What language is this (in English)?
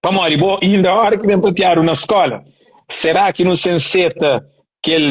Kabuverdianu